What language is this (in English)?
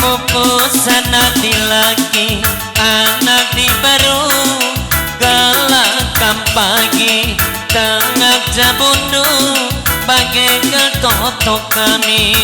Batak Karo